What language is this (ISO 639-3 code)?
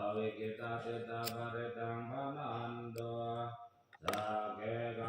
pli